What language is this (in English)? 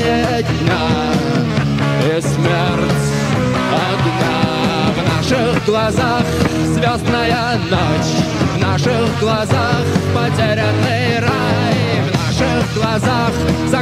Russian